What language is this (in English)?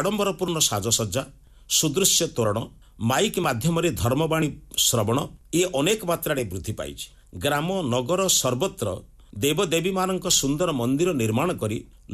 Odia